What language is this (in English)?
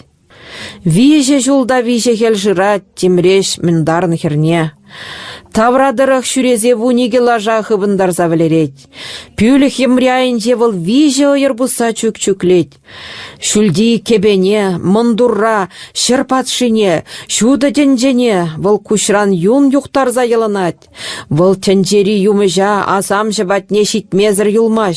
Chuvash